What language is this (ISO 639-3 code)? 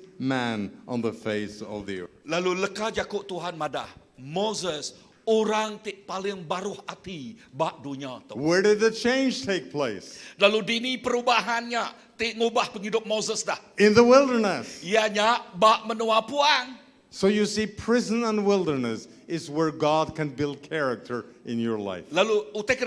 iba